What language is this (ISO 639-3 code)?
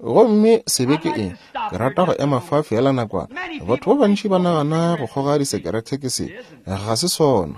nso